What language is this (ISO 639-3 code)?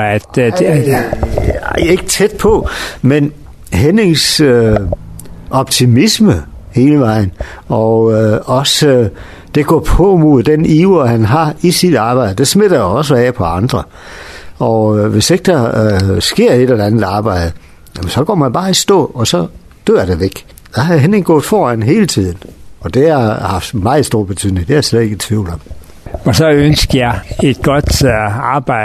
dan